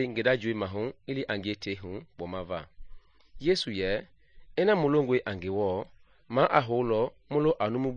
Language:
Mende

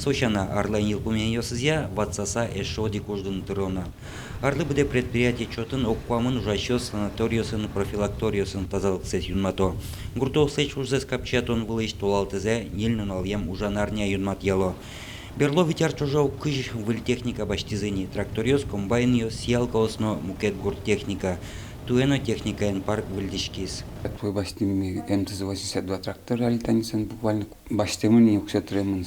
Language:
Udmurt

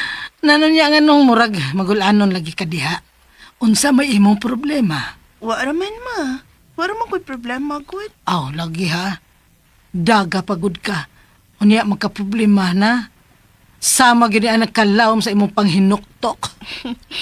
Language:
Cebuano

